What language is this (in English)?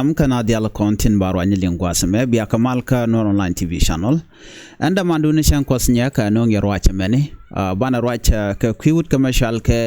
Nuer